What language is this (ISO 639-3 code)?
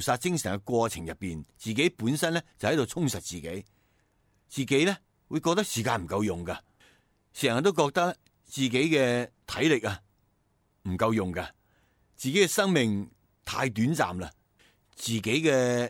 yue